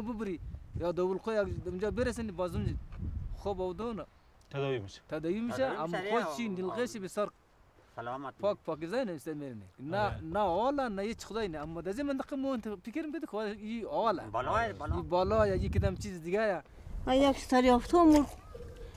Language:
Persian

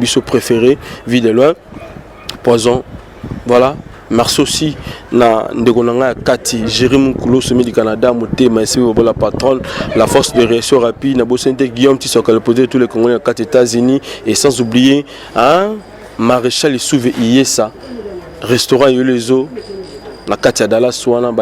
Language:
Lingala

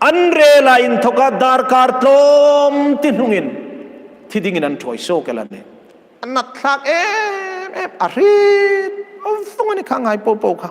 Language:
Hmar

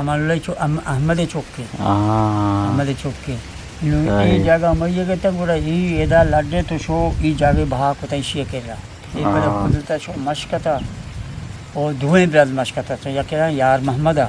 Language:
Eastern Balochi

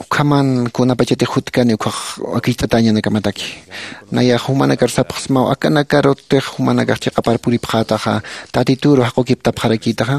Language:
Aymara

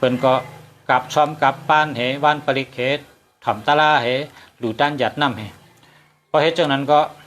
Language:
Shan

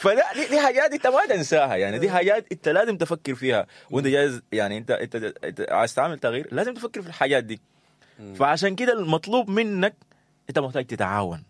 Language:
Sudanese Arabic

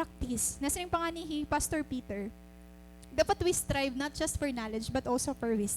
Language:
Waray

